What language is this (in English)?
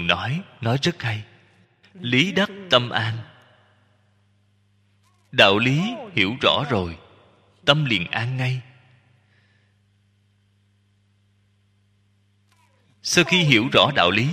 Vietnamese